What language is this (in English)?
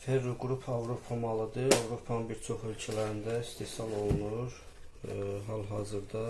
Azerbaijani